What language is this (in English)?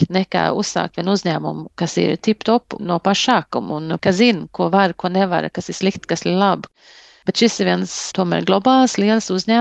Latvian